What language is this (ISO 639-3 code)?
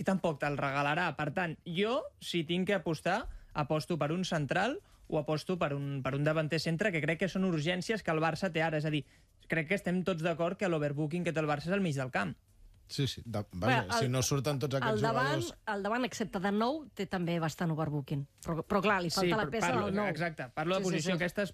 cat